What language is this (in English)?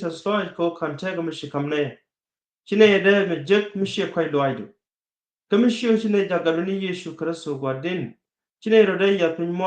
Nuer